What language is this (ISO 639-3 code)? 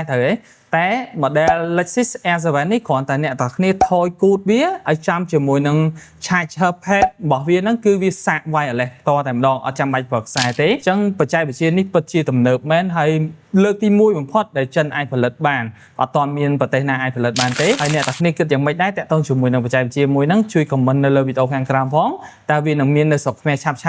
khm